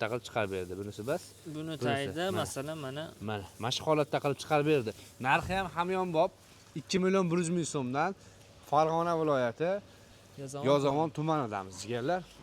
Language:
Uzbek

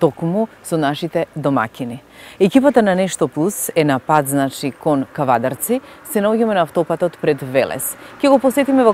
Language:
Macedonian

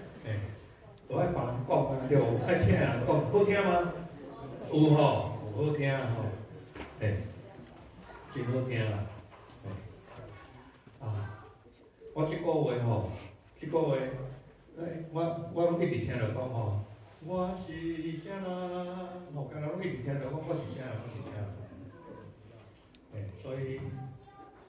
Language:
Min Nan Chinese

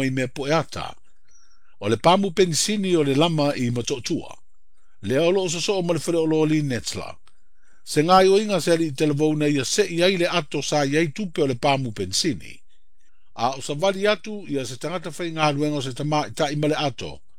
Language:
Samoan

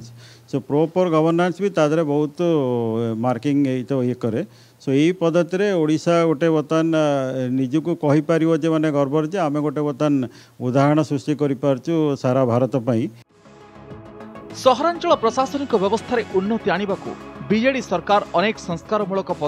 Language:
Odia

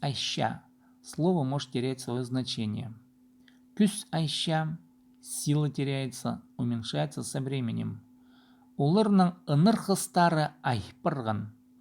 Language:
Khakas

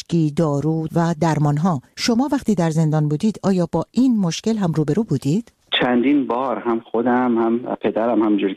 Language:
Persian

